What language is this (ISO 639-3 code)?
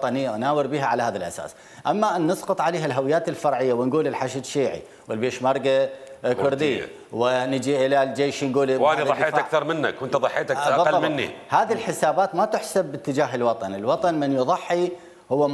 acm